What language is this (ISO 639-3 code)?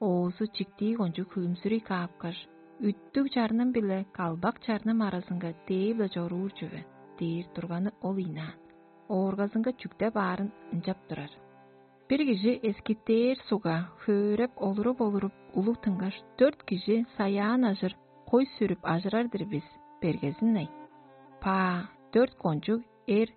tyv